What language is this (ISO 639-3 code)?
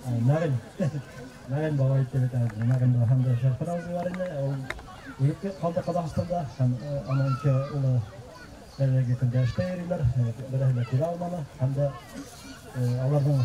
bak